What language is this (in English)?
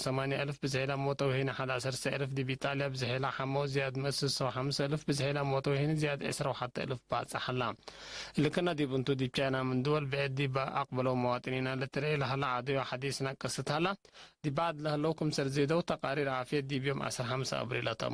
Tigre